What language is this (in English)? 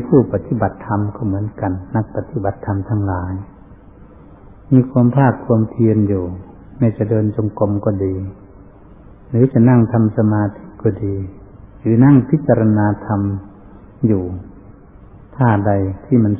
Thai